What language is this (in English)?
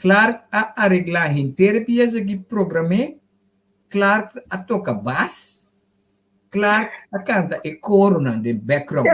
Papiamento